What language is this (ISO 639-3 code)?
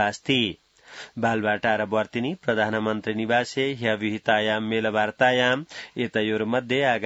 san